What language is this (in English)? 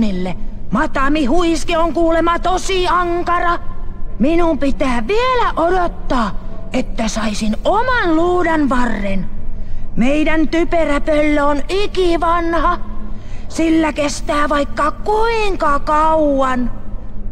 Finnish